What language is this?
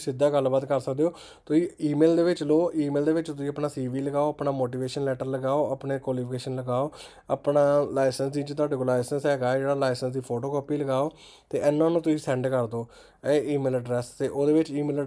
Punjabi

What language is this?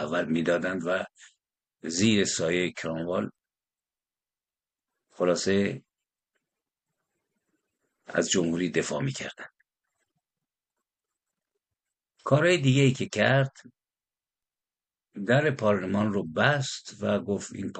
Persian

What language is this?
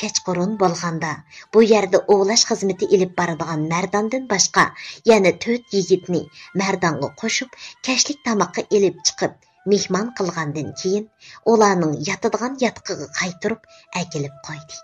Uyghur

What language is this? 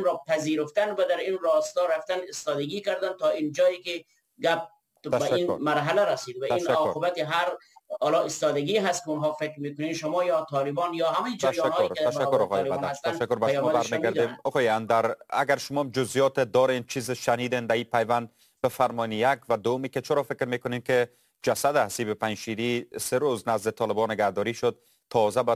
Persian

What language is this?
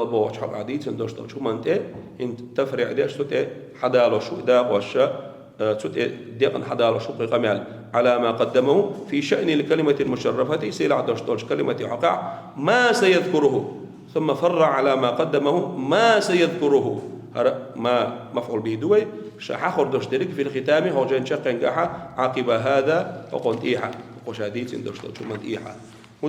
Chechen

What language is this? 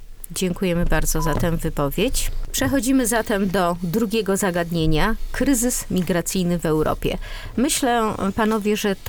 Polish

